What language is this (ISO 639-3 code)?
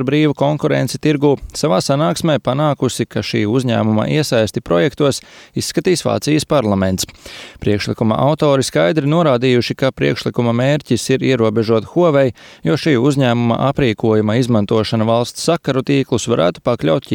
lav